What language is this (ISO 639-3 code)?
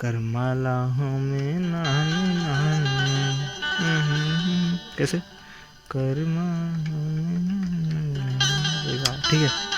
hne